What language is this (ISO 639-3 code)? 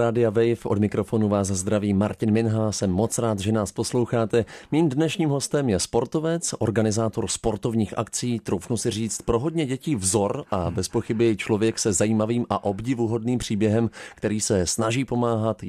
ces